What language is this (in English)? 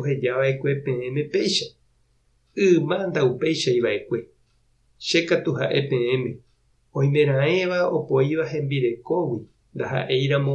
Guarani